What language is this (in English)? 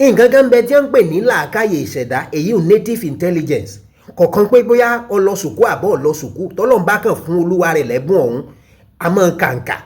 Yoruba